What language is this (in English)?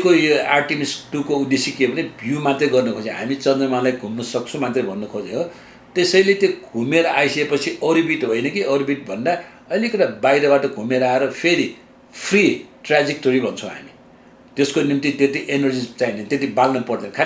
Nepali